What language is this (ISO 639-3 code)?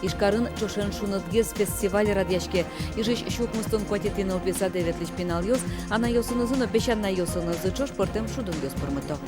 udm